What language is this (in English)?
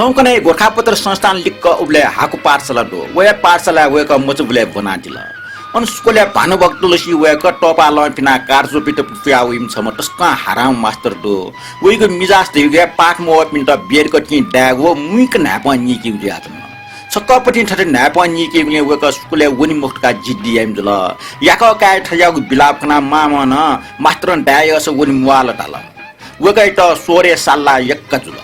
Newari